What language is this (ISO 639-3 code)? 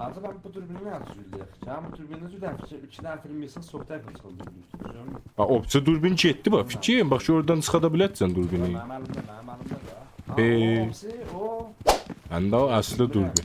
azb